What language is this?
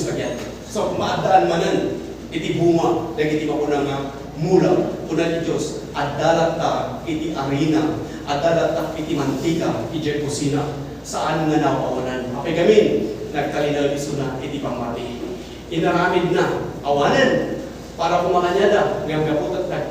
Iloko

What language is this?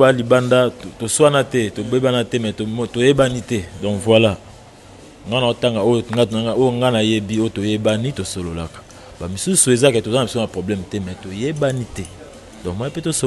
Lingala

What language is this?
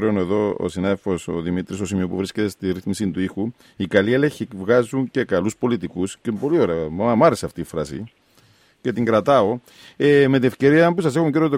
Greek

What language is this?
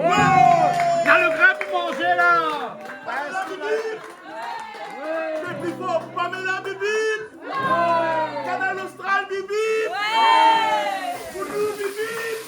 Réunion Creole French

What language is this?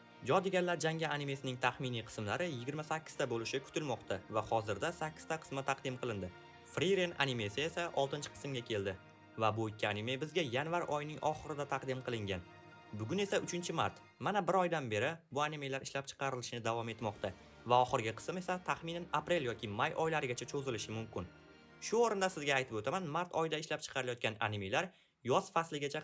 Uzbek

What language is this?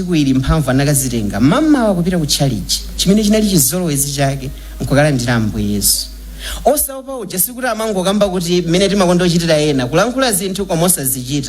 Nyanja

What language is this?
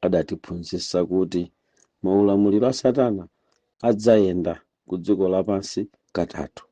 Nyanja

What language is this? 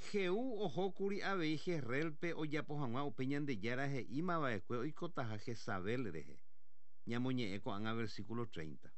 Guarani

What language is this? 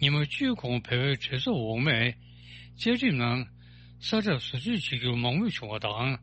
Tibetan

